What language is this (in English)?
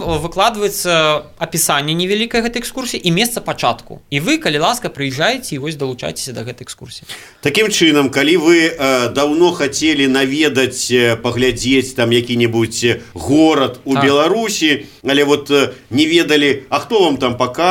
Belarusian